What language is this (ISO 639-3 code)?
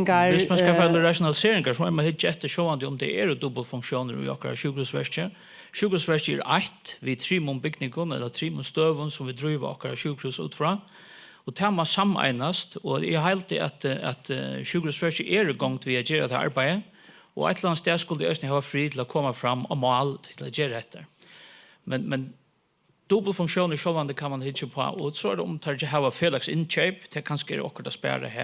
fao